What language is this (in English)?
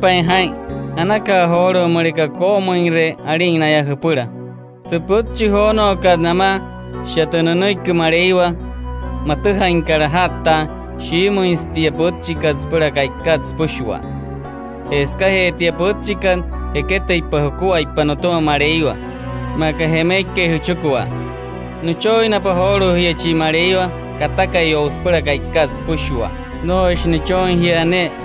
Wayuu